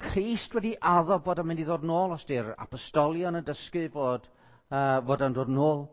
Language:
Welsh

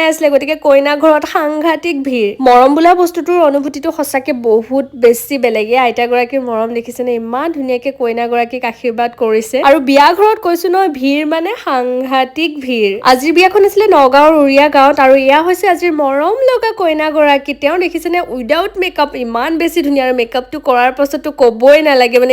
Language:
Assamese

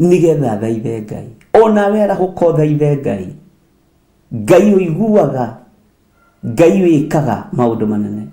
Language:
Kikuyu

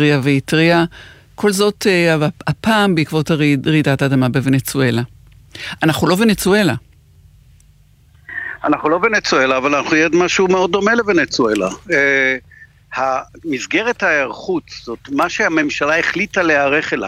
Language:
Hebrew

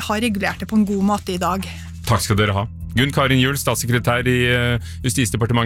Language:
Norwegian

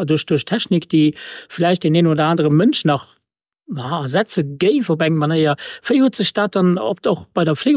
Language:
Luxembourgish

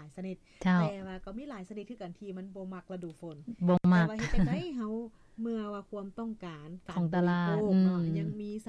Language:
Lao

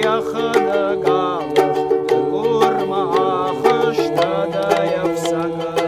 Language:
Ossetic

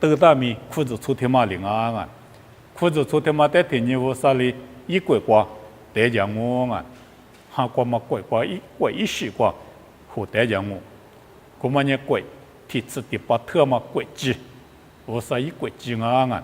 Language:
Lisu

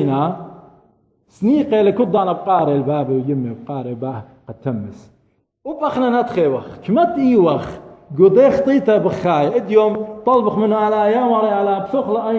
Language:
Assyrian Neo-Aramaic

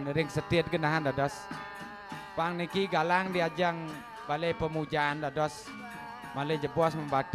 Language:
Balinese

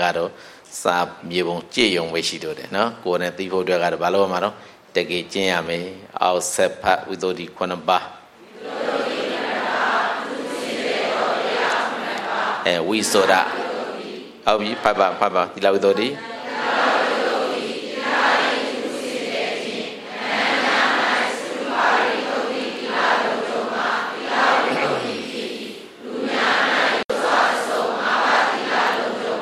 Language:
Burmese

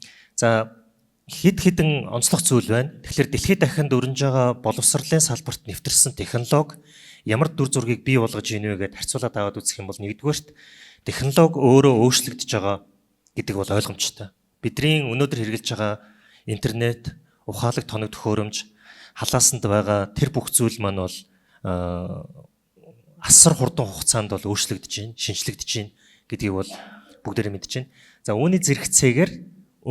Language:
Mongolian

